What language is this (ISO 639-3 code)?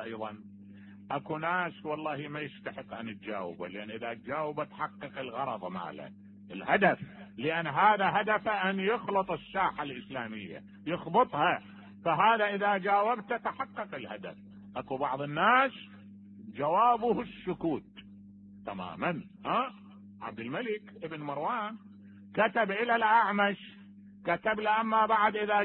acm